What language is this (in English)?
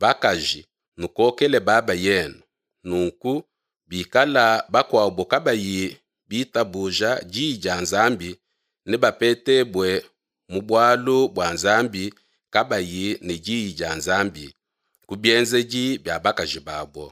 Luba-Lulua